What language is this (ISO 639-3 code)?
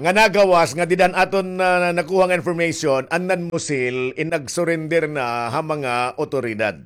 war